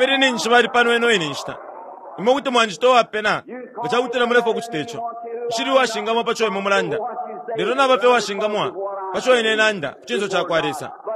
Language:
Bemba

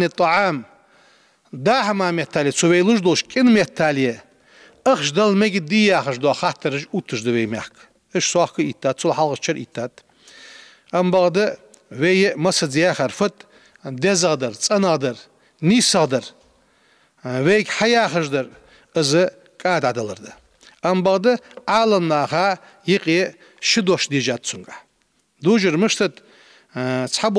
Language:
Ingush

